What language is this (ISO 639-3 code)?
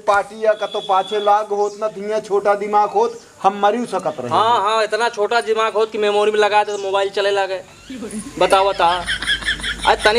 awa